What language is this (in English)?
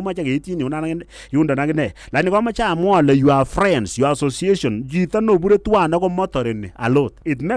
Kalenjin